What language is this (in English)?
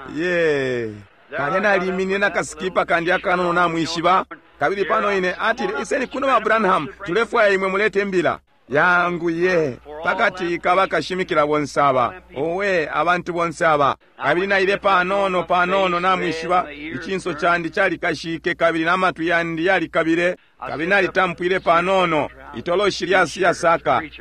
Bemba